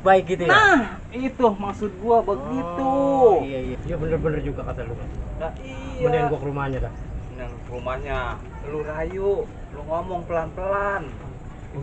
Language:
Betawi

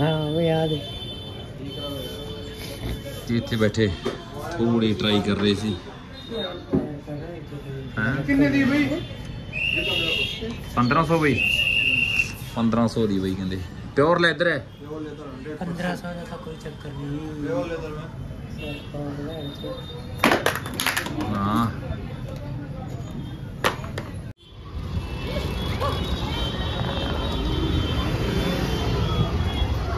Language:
Punjabi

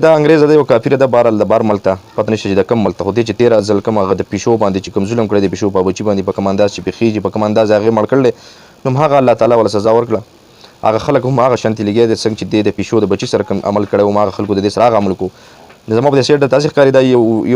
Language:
Pashto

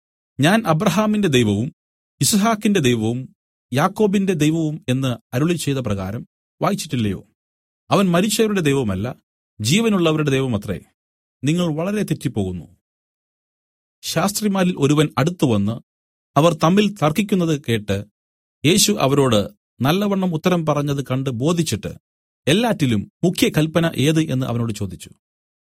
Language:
Malayalam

